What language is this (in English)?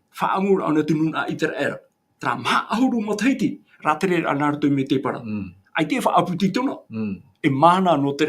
Tahitian